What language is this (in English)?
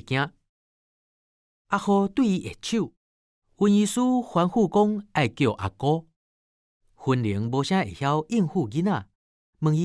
Min Nan Chinese